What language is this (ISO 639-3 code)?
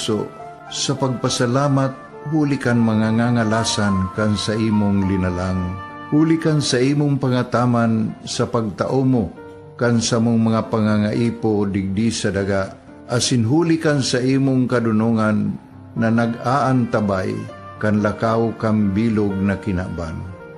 bik